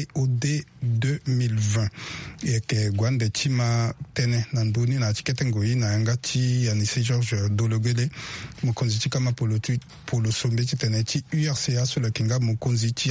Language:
Sango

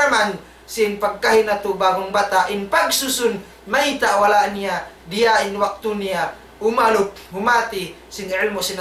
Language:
Tausug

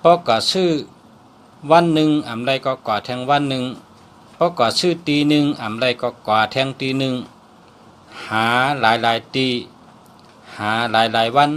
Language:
Shan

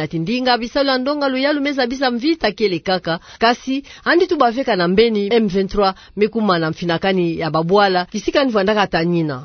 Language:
Kituba (Democratic Republic of Congo)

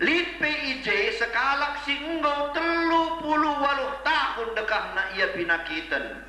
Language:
Batak Karo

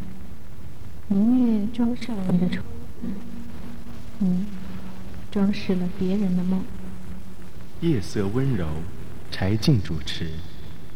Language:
Chinese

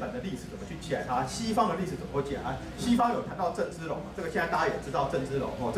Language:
Chinese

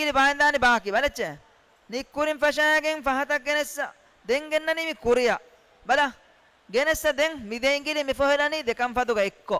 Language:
Divehi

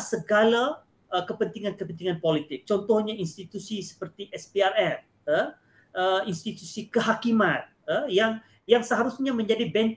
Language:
Malay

